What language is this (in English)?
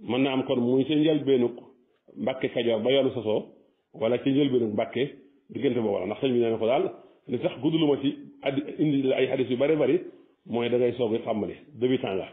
Wolof